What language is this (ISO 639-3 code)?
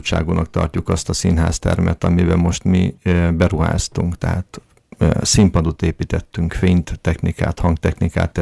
hun